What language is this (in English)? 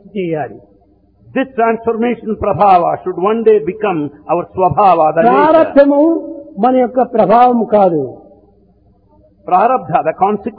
Telugu